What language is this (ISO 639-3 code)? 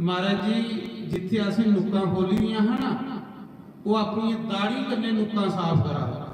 doi